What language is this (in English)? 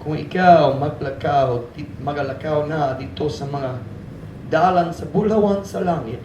Cebuano